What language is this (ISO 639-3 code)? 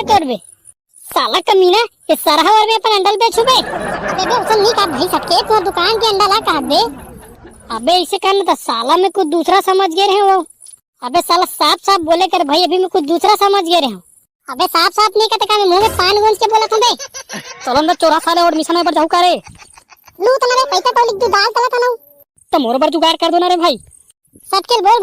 hne